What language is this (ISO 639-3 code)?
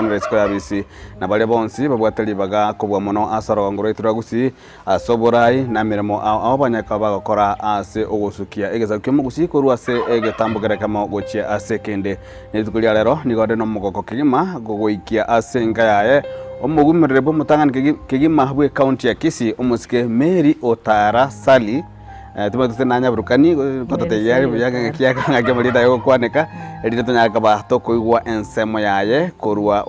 guz